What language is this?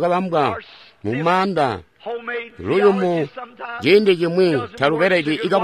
Tonga (Zambia)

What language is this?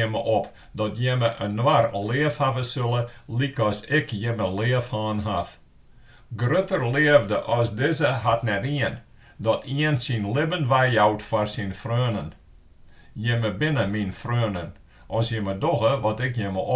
Western Frisian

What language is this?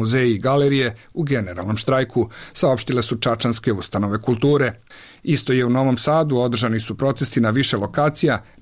Bosnian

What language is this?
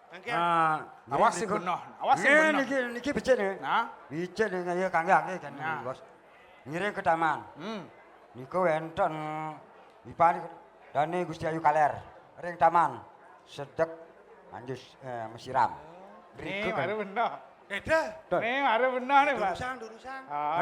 Balinese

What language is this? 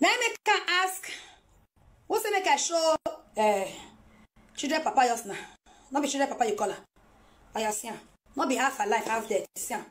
Nigerian Pidgin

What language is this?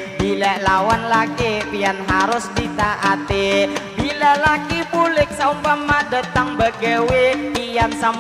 Banjar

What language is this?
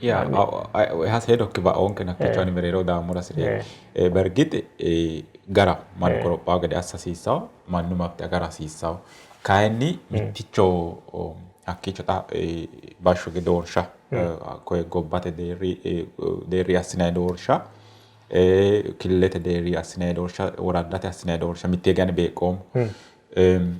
Sidamo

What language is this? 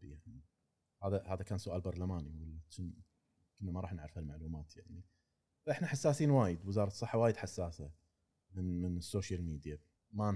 Gulf Arabic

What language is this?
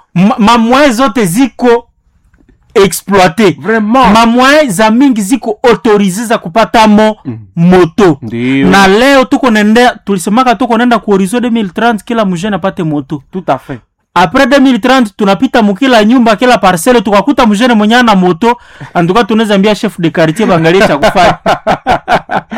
Swahili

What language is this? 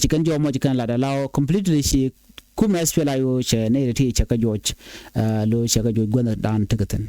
Nuer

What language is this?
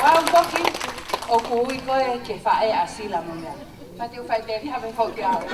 Tongan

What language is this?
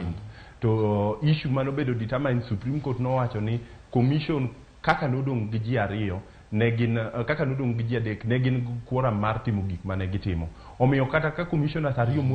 Luo (Kenya and Tanzania)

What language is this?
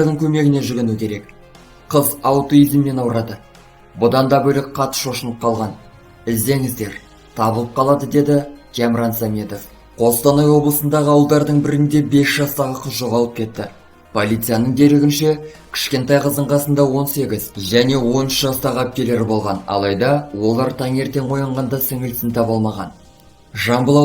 Kazakh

